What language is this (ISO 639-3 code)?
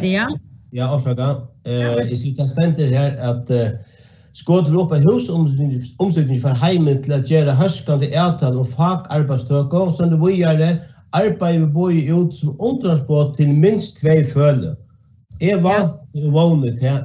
fao